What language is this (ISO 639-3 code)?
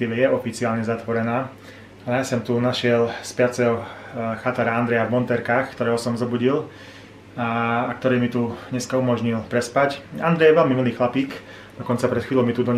slk